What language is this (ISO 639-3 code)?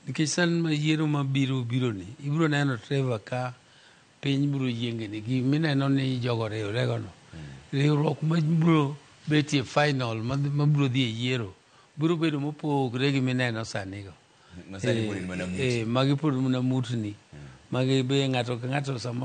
luo